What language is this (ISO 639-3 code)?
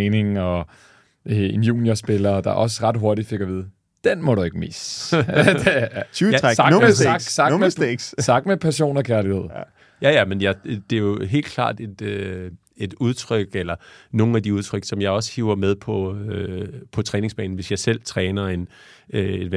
dan